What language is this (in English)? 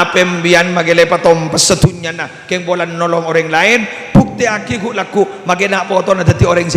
Madurese